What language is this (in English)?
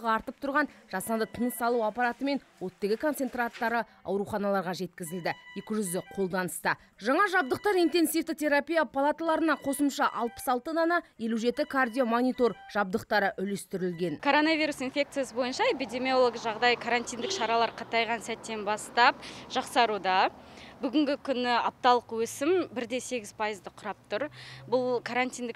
Kazakh